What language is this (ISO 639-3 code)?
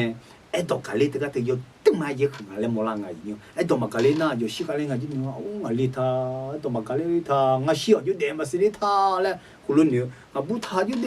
ahk